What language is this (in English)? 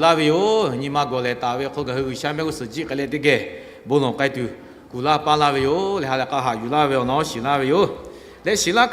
Lahu